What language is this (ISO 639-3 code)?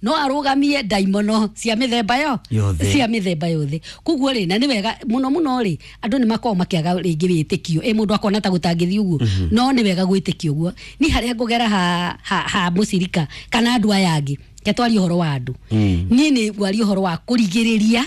kik